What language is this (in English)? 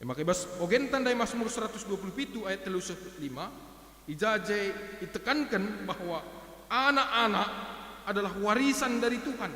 Batak Karo